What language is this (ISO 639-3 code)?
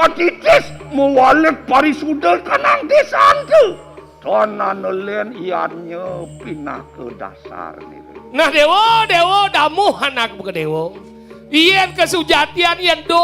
ban